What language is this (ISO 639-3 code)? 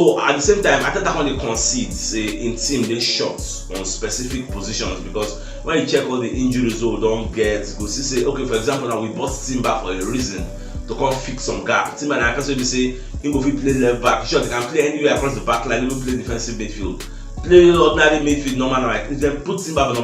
pcm